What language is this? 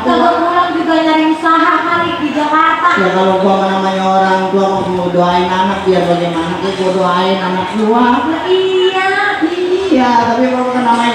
Betawi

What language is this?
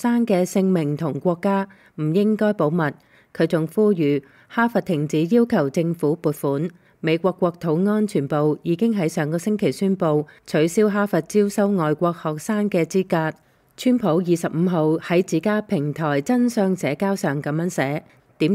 Cantonese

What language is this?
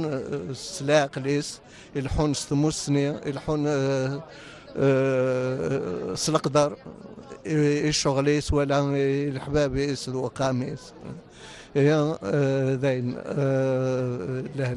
Kabyle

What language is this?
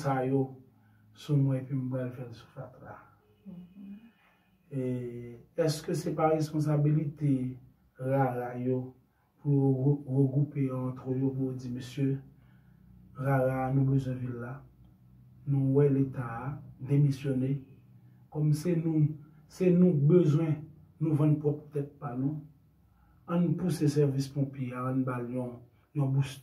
Haitian Creole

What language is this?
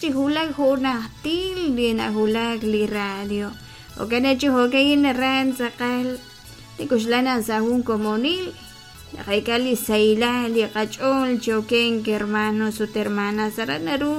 Kekchí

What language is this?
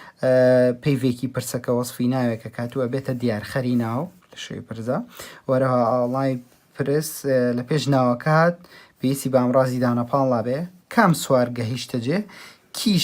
Central Kurdish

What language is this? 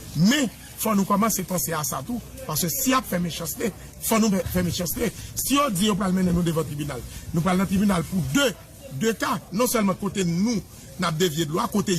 Haitian Creole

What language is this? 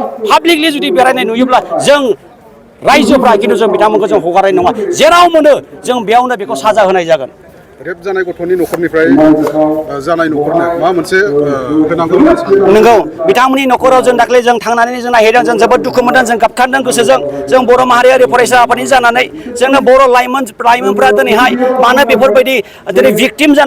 Bodo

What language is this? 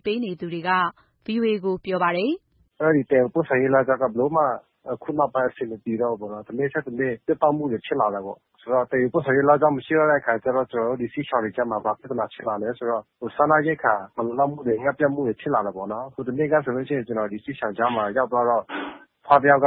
Burmese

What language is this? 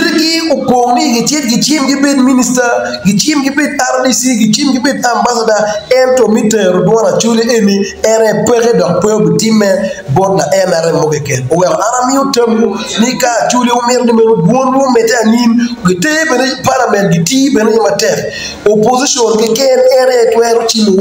Acoli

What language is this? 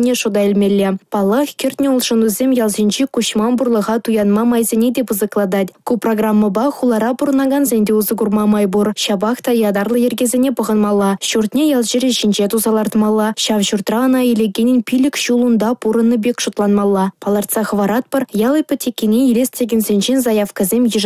Chuvash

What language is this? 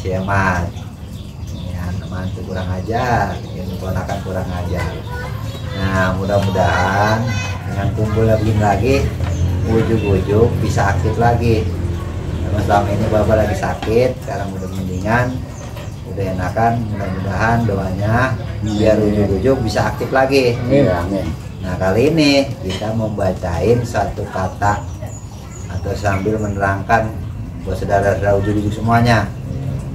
Betawi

